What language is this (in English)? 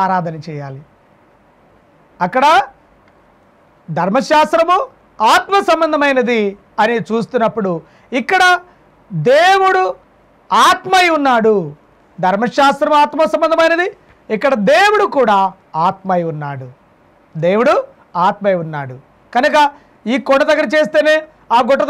Telugu